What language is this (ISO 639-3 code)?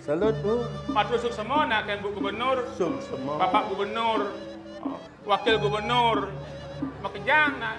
ban